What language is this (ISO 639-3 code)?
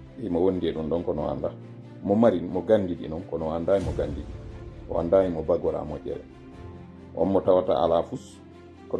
ful